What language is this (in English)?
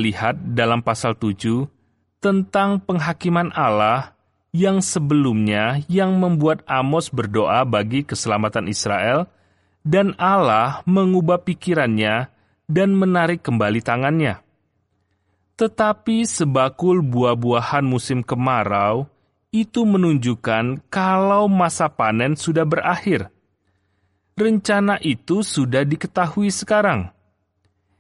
Indonesian